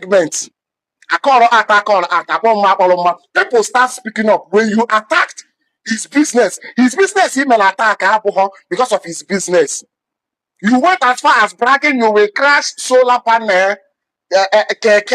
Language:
Igbo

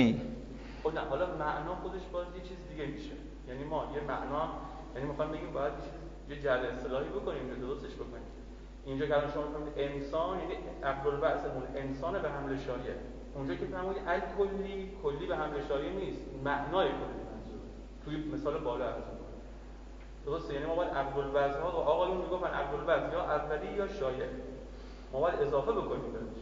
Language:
Persian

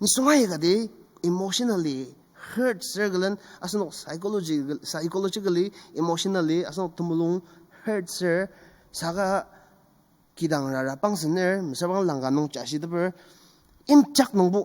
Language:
Ao Naga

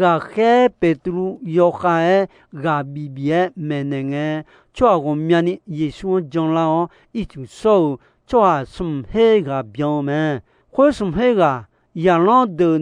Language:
Akha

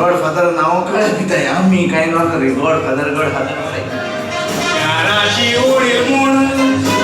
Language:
Konkani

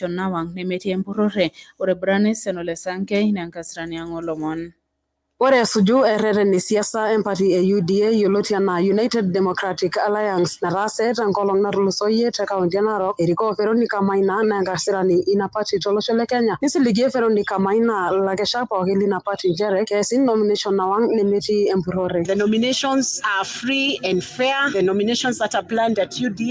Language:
Masai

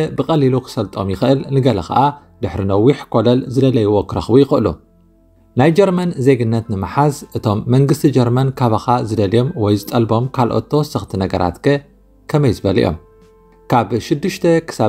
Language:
Tigrinya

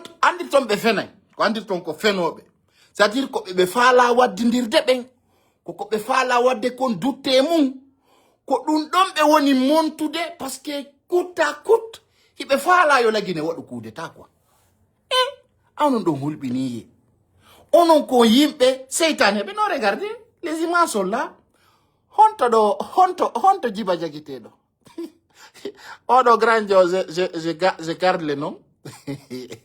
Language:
Fula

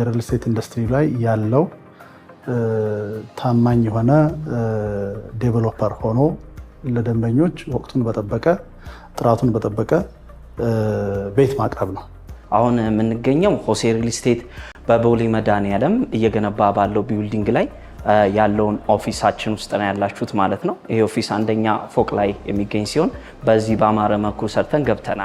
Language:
Amharic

